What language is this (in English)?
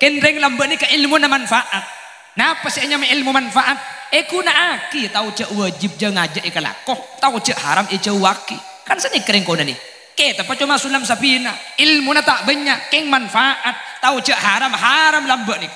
Madurese